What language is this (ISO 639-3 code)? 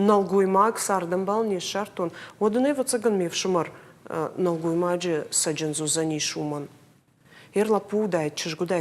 oss